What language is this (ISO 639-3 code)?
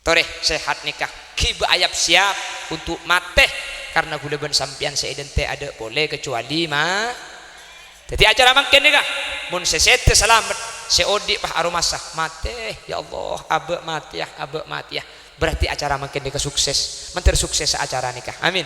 mad